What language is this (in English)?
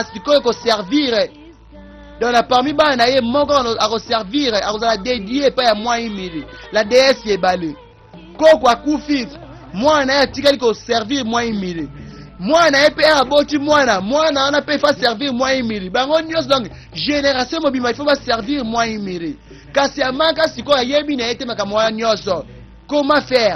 Lingala